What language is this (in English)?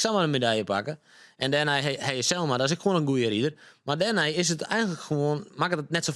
Western Frisian